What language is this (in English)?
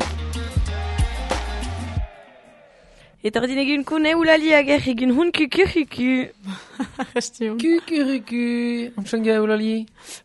Basque